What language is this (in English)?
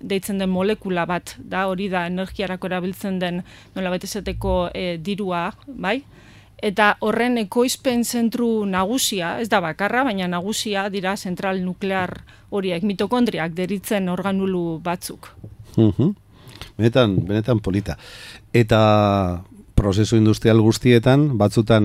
Basque